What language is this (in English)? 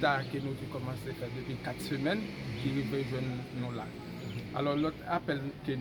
Haitian Creole